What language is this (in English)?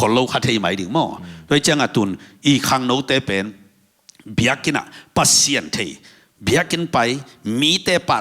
Tedim Chin